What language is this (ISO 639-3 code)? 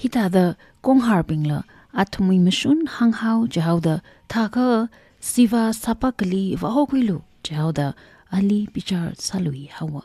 nmf